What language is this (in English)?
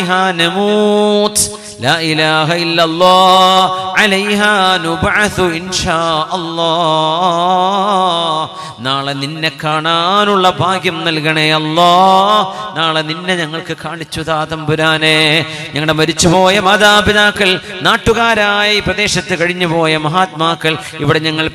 Malayalam